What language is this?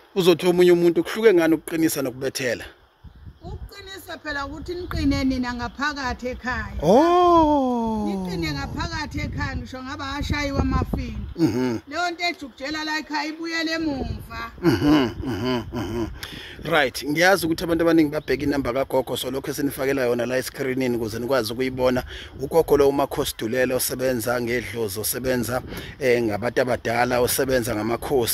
Zulu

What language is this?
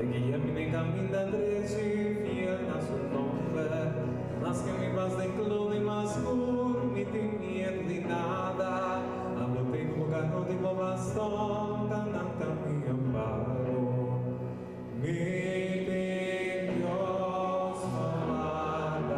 Papiamento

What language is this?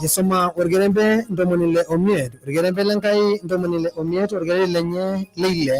Masai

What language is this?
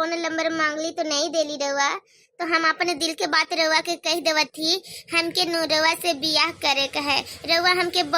Bhojpuri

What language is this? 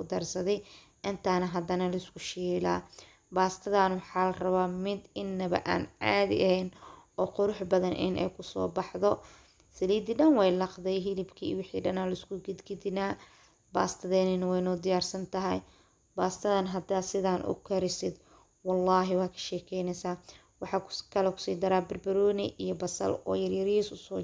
Somali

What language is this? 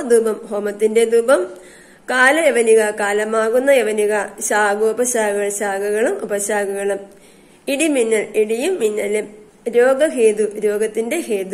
Malayalam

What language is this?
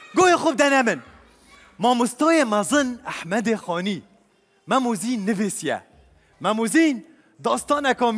Kurdish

